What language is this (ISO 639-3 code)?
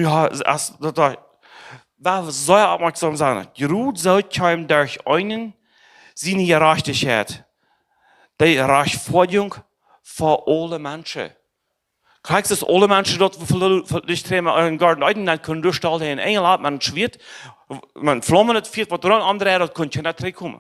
pdt